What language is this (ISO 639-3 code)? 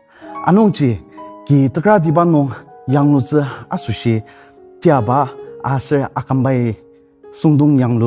njo